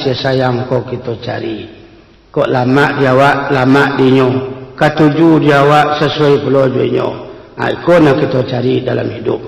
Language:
Minangkabau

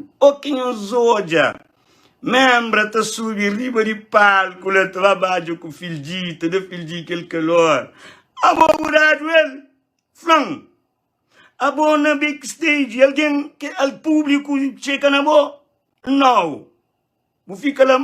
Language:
Kabuverdianu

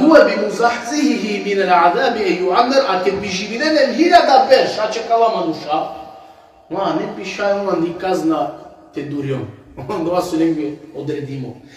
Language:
Balkan Romani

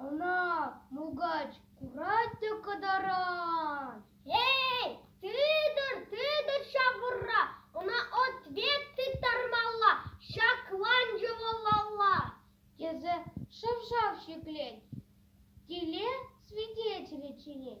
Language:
Chuvash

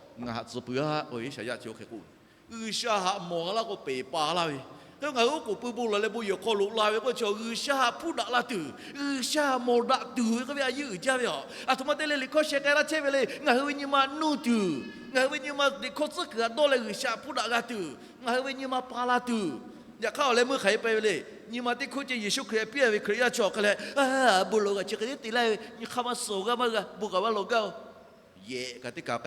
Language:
Lahu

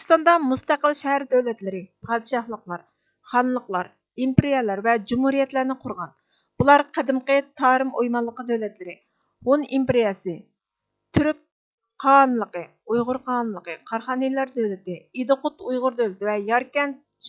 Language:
Uyghur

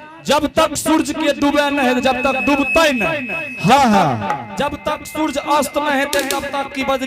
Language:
Angika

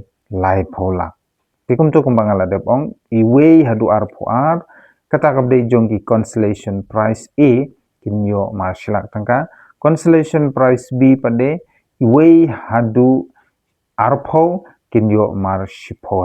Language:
Khasi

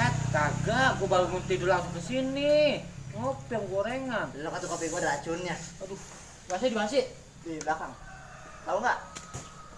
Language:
Betawi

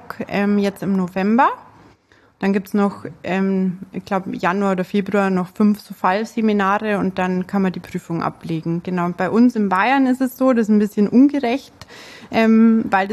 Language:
German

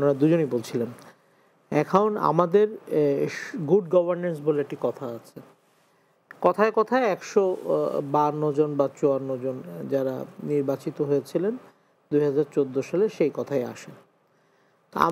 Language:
Bangla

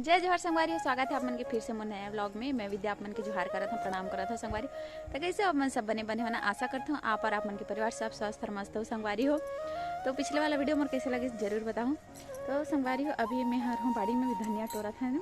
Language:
Chhattisgarhi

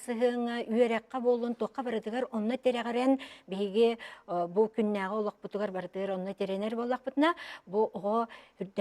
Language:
Yakut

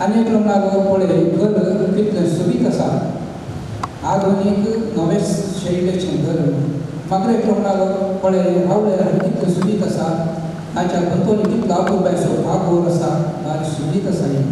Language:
Konkani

